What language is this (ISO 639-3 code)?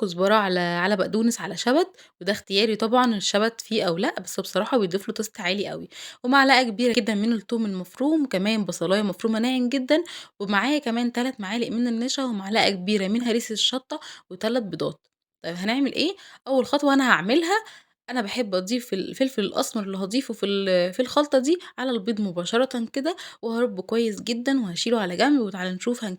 arz